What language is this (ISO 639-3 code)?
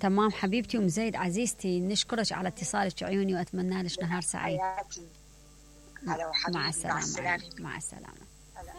acm